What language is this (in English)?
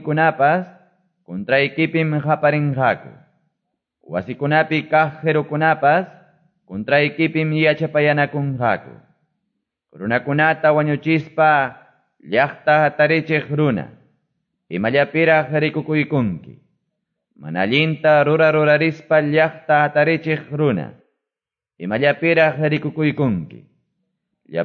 Quechua